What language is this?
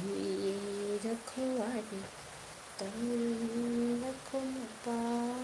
Manipuri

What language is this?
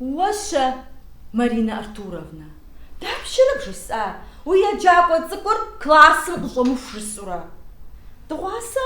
Kabardian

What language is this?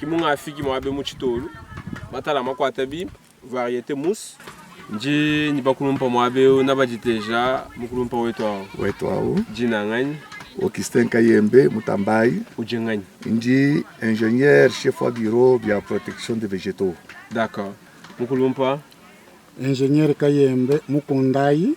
Luba-Lulua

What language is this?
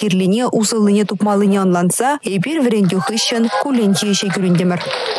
Chuvash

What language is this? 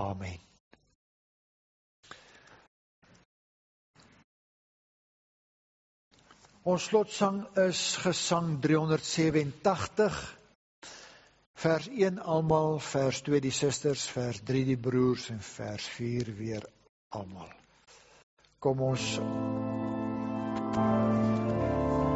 Afrikaans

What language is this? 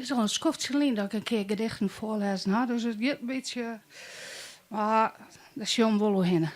Western Frisian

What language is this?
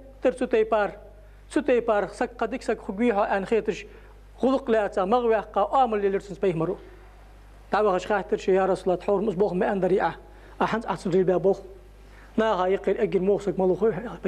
Ingush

